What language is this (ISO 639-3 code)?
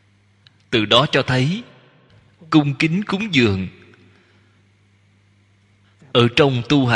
vie